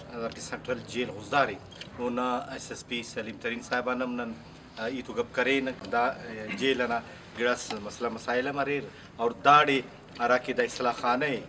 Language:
Brahui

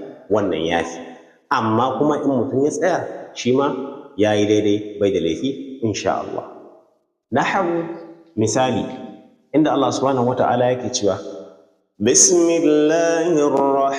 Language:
Hausa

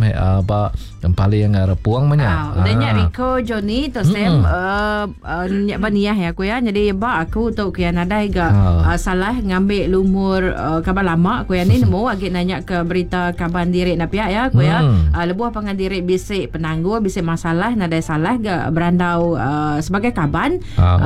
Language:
Iban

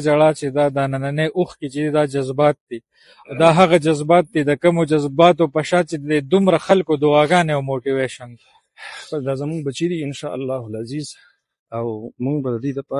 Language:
Pashto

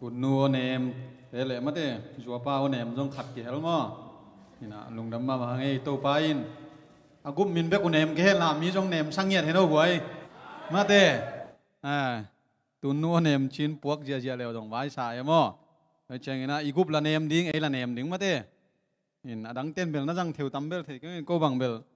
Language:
Tedim Chin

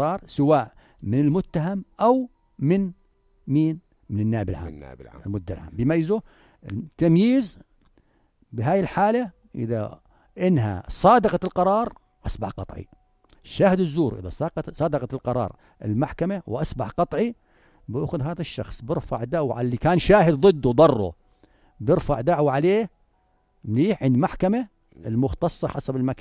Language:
North Levantine Arabic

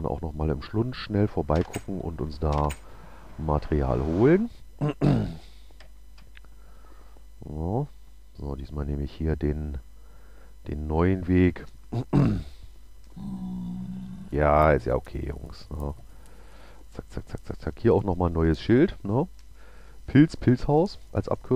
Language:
German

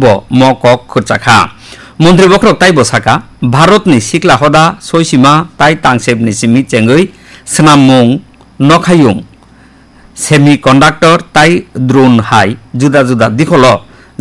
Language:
Kok Borok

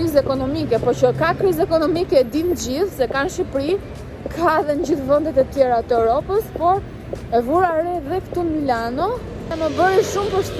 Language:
Albanian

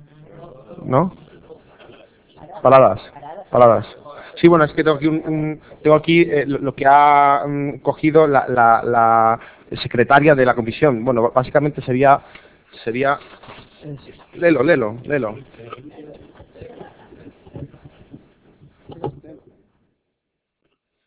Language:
Spanish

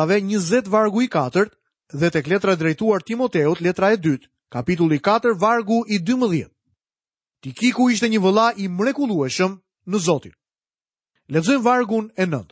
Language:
Albanian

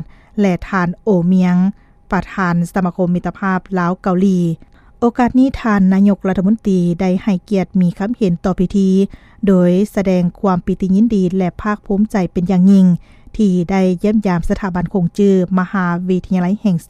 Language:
Lao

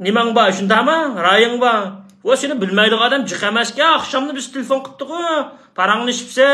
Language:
Uyghur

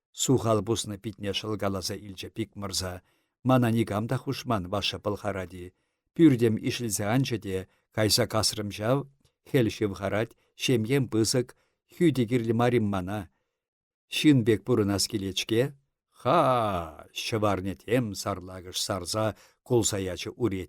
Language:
Chuvash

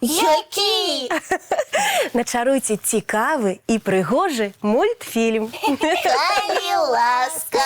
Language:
Belarusian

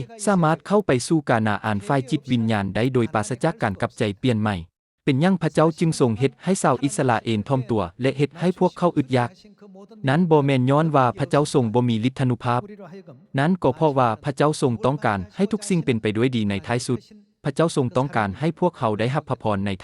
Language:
Lao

